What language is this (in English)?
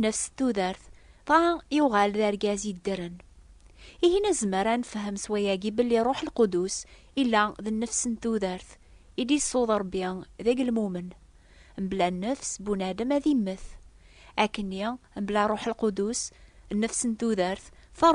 Kabyle